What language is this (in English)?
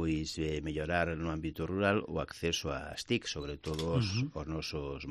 Galician